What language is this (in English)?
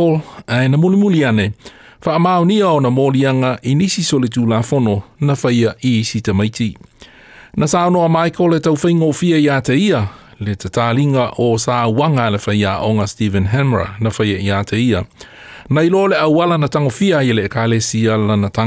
Samoan